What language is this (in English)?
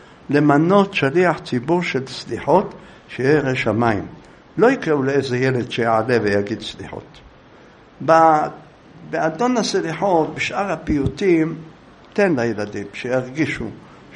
Hebrew